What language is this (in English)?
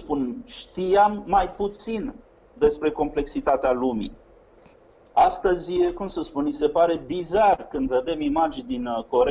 Romanian